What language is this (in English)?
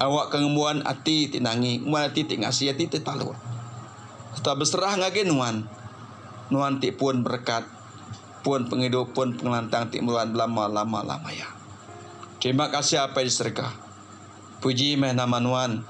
Iban